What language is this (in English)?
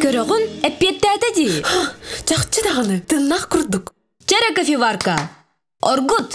Yakut